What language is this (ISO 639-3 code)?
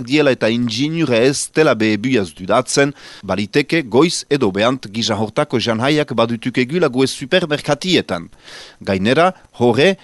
eus